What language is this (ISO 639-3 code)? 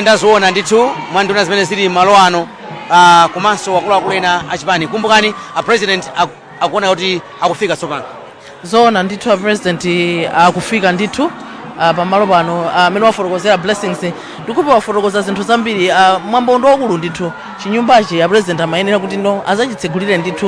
nya